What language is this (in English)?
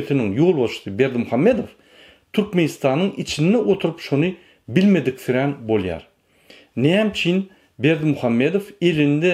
Turkmen